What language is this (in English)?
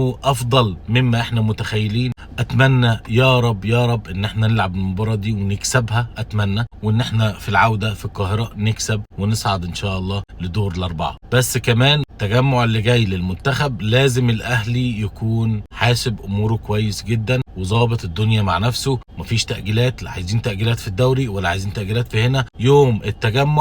Egyptian Arabic